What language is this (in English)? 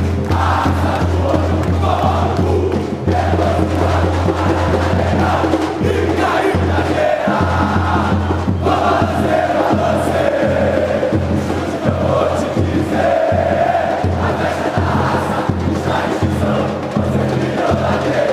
Portuguese